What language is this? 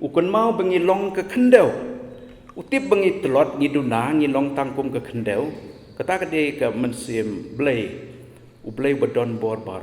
Khasi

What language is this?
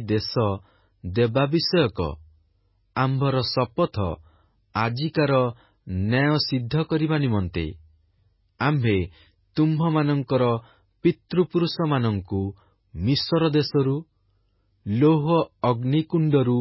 Odia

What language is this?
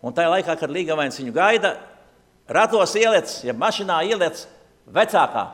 Latvian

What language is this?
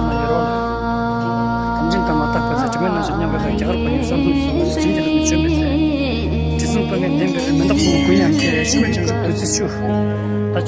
Tibetan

